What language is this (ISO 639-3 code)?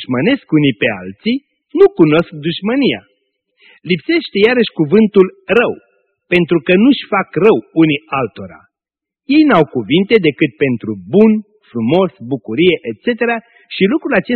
ron